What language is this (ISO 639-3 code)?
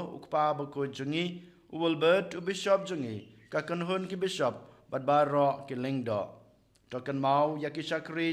kha